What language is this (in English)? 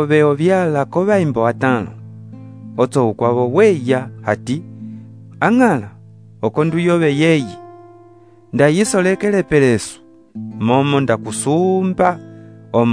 Umbundu